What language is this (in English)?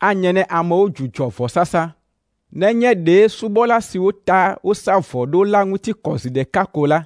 Ewe